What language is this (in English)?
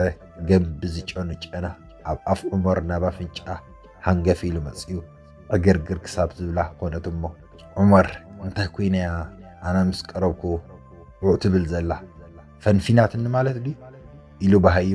Tigrinya